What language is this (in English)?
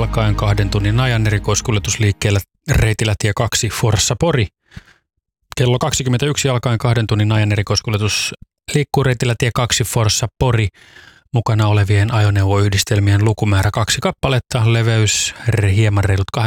Finnish